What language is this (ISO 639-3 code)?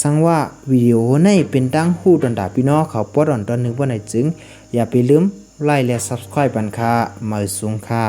shn